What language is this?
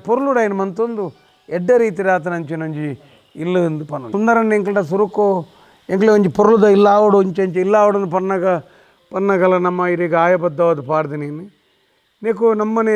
Tulu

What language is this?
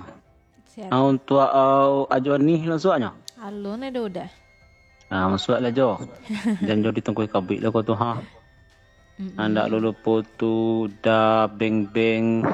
Minangkabau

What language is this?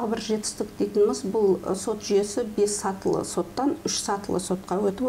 Kazakh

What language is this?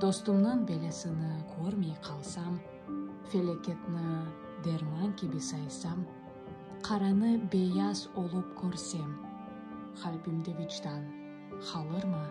Crimean Tatar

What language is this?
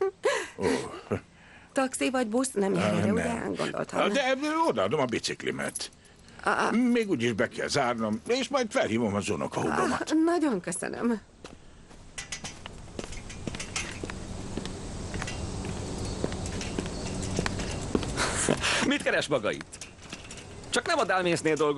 Hungarian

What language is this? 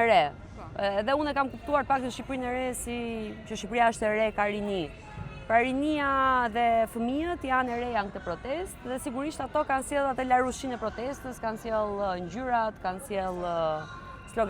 Albanian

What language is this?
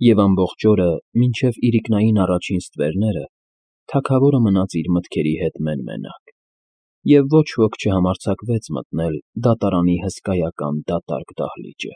Armenian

